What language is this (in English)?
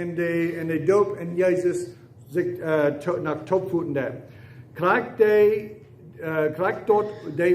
Plautdietsch